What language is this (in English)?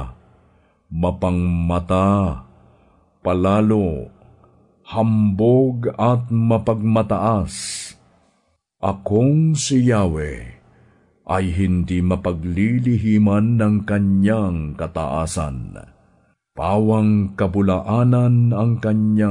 Filipino